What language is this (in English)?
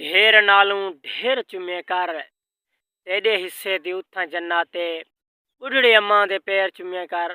Saraiki